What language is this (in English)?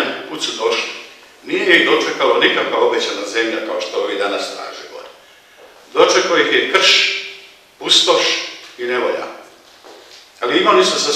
Croatian